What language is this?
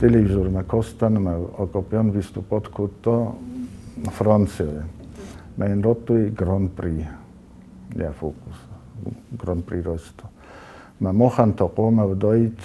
Ossetic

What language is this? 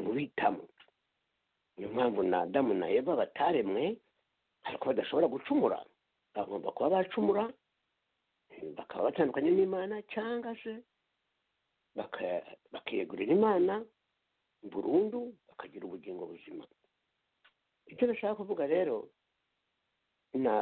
Kinyarwanda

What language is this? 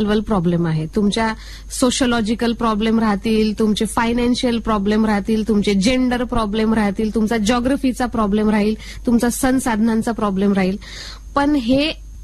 Marathi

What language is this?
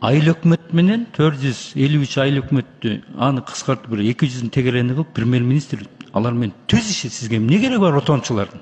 Kyrgyz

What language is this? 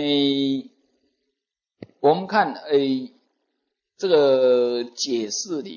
Chinese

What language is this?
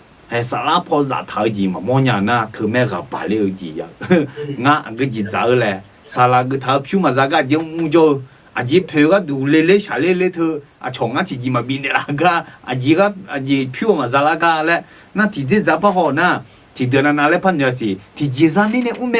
Akha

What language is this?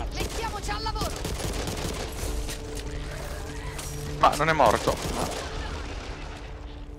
Italian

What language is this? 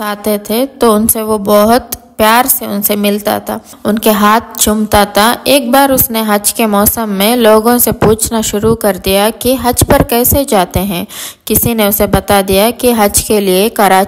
Urdu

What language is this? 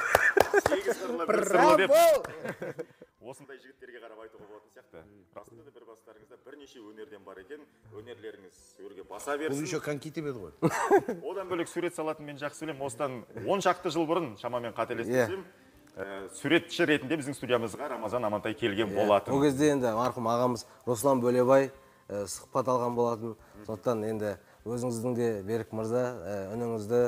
Kazakh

